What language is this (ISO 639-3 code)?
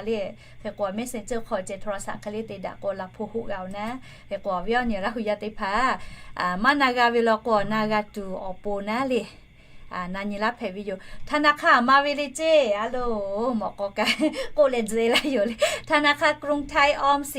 lhu